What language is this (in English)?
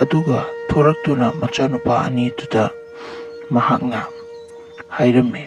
Manipuri